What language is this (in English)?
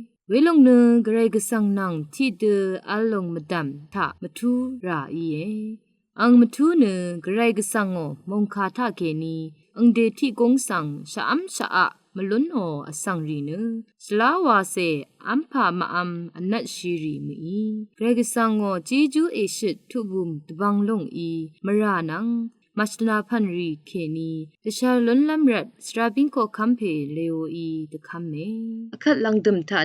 Rawang